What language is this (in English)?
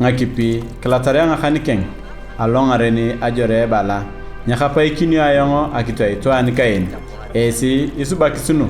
Turkana